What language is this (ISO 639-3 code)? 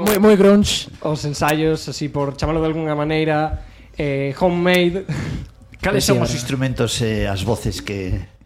glg